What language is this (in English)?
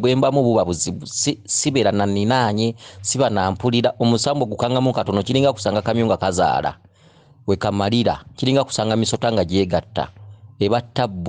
Ganda